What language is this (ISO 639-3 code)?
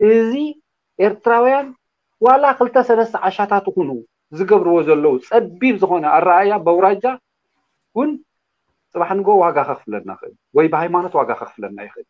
tir